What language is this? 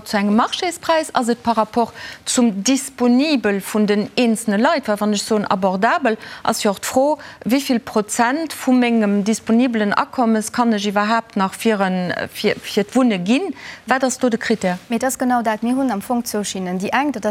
Luxembourgish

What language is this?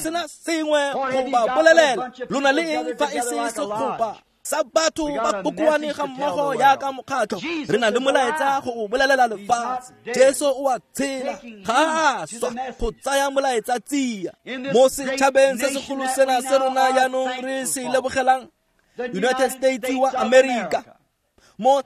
Tswana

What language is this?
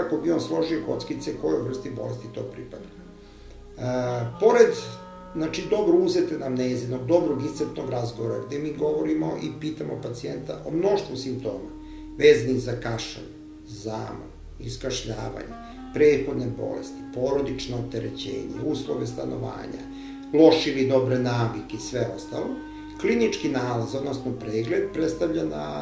Serbian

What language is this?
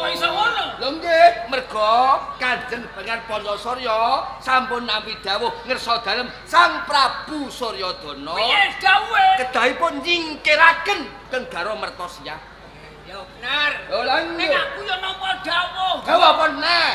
Javanese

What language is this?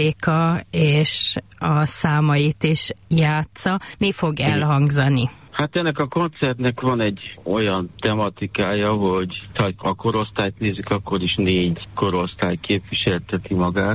Hungarian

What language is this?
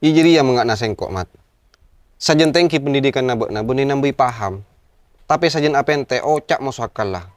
Madurese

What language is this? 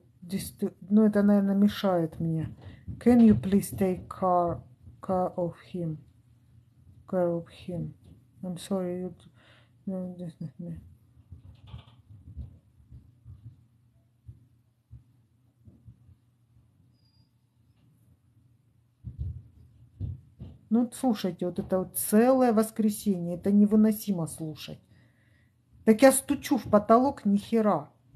Russian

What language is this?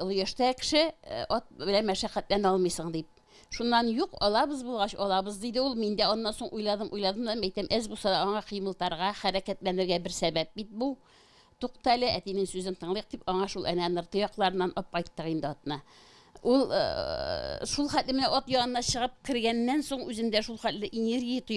Tatar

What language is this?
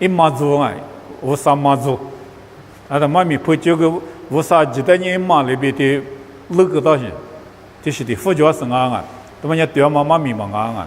Lisu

